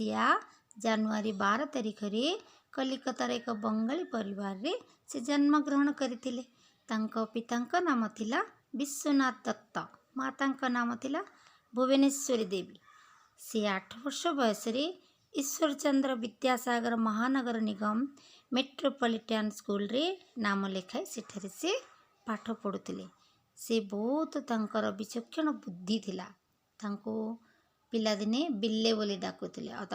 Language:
Odia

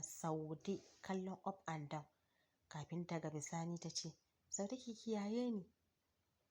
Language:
Hausa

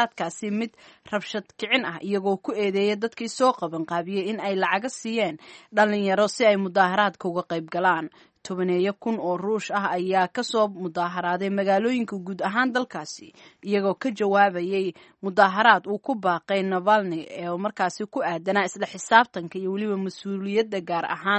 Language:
Somali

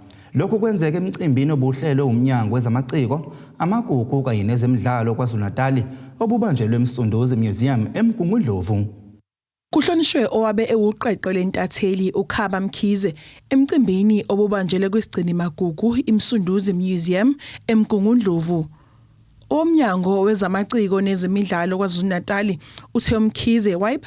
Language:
Zulu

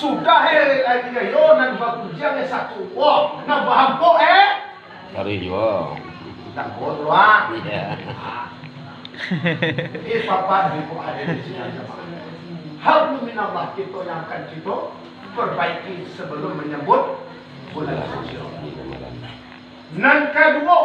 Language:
Minangkabau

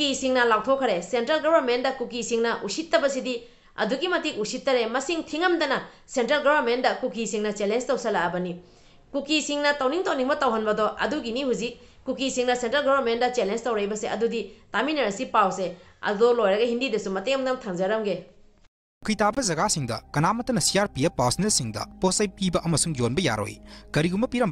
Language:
Manipuri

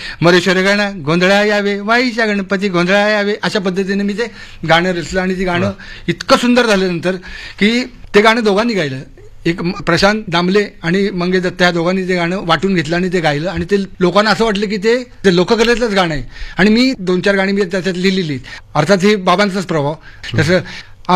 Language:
Marathi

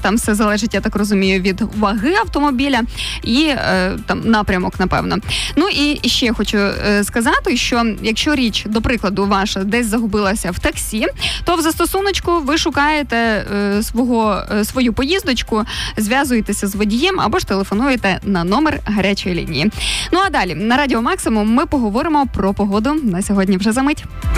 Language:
Ukrainian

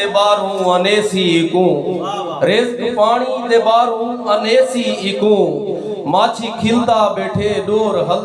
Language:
Saraiki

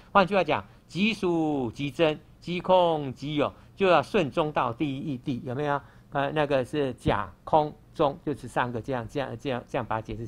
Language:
Chinese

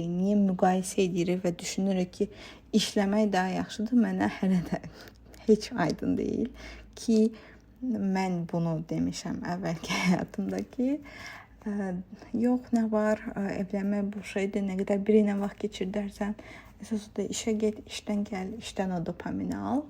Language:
Azerbaijani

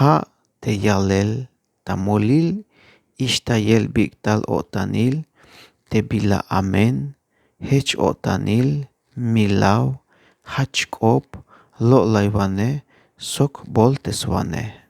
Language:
Tzeltal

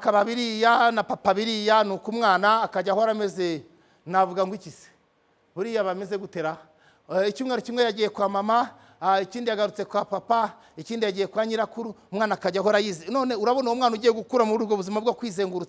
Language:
Kinyarwanda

